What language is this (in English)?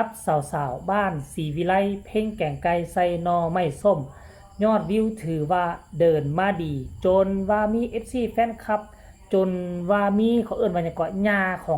Northeastern Thai